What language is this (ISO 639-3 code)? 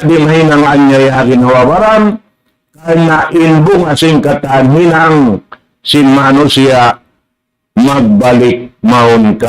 tsg